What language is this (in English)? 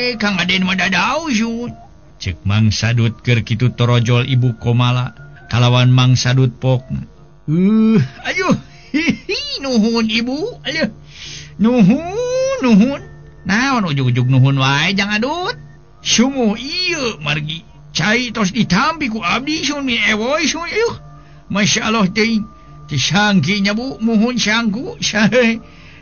Sundanese